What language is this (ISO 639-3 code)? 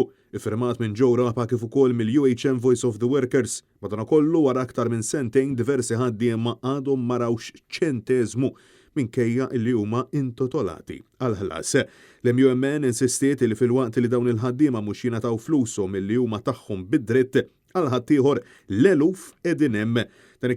mlt